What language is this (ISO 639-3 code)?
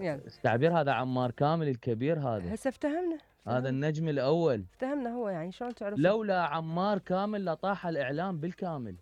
acm